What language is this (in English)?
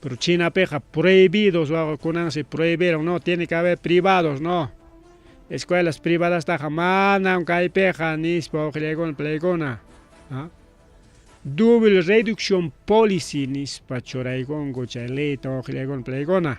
Ayacucho Quechua